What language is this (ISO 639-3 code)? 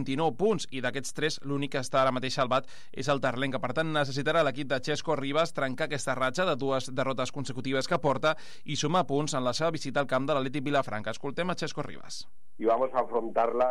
cat